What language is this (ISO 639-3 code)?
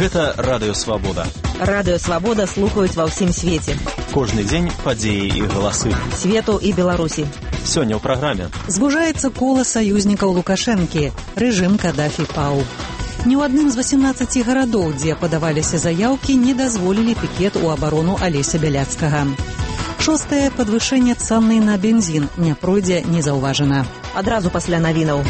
bel